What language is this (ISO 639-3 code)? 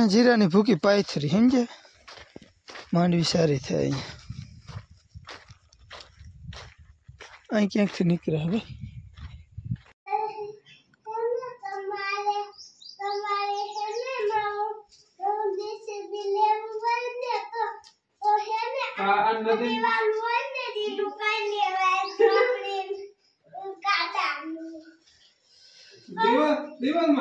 guj